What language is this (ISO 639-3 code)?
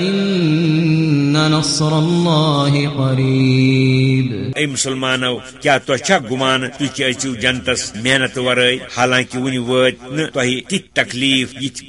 kas